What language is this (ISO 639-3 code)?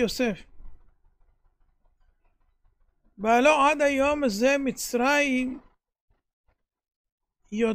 heb